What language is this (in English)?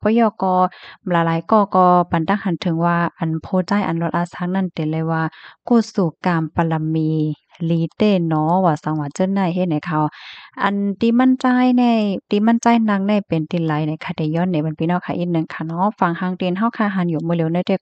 Shan